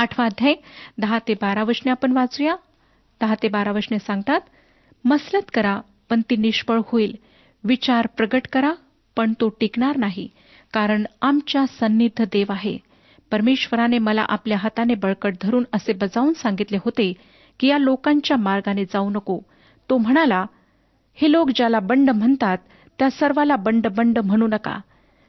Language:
Marathi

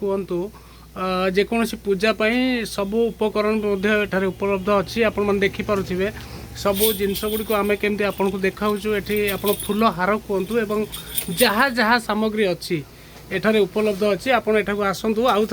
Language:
Odia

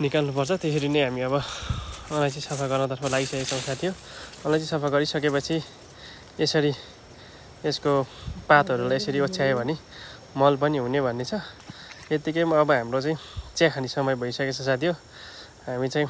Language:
Nepali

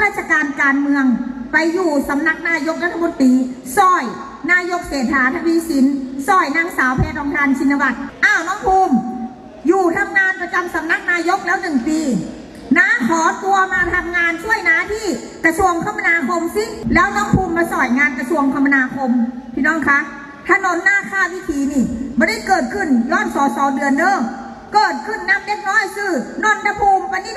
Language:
Lao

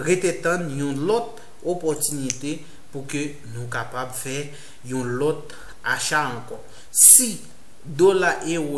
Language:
Haitian Creole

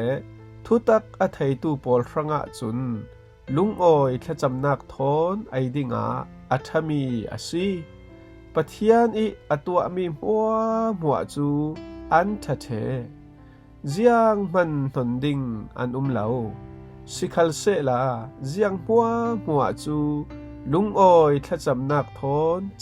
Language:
Falam Chin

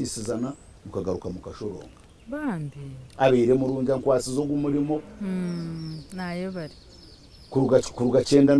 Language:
Nyankole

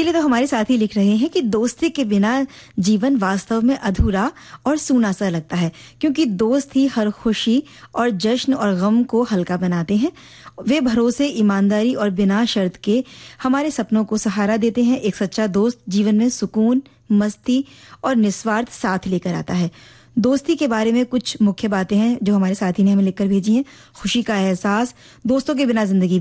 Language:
Hindi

